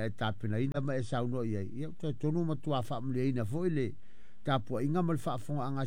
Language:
Samoan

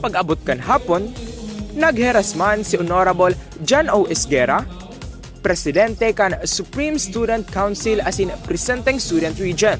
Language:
Bikol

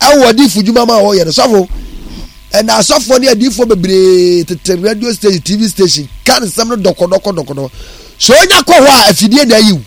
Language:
Akan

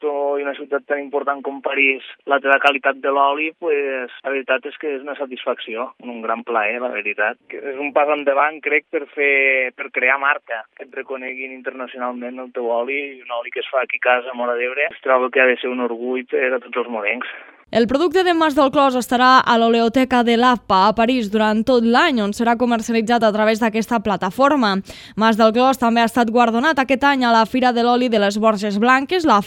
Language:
Catalan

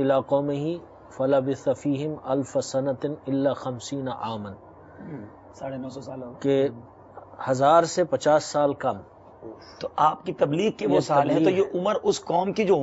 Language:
Urdu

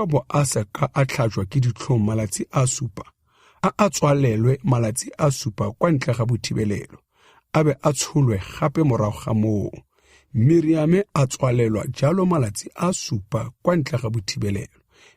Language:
Tswana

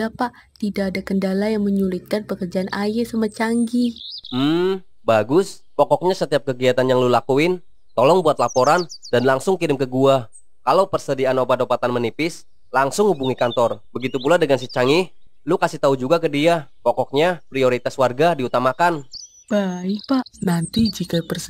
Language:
Betawi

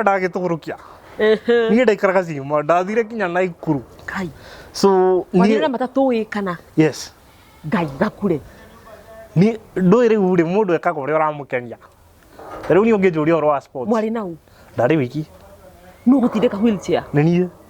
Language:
Kikuyu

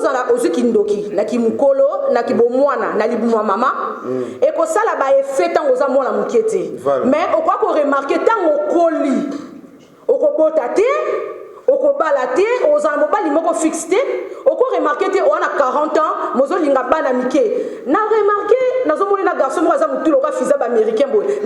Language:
Lingala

